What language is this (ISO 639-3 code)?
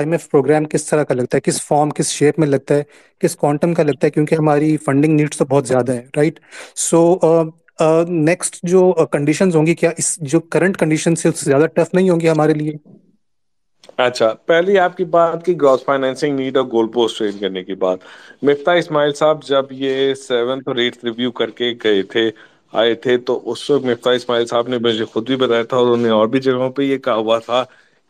urd